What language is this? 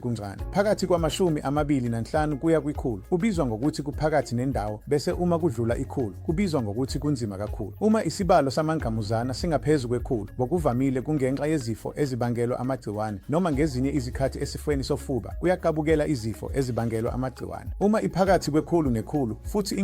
Zulu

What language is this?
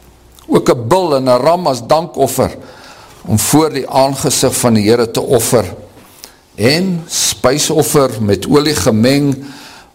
Afrikaans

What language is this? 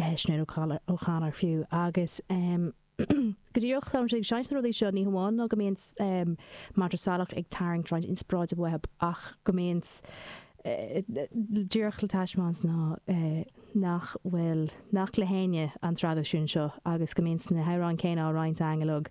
Irish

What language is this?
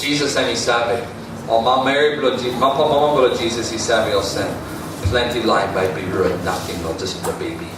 Tok Pisin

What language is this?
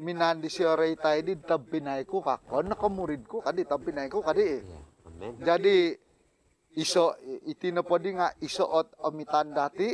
Central Dusun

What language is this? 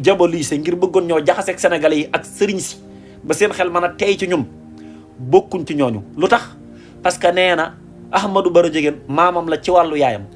Wolof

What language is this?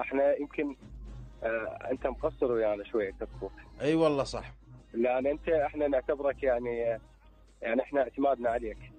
Mesopotamian Arabic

